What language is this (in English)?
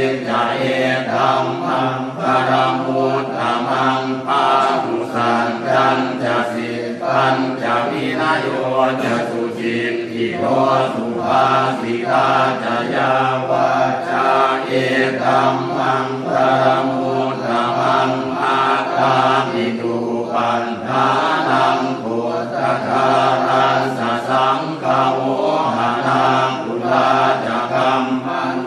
Pali